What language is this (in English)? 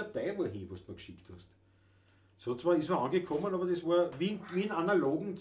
Bavarian